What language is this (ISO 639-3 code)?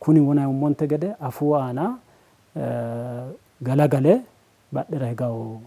sid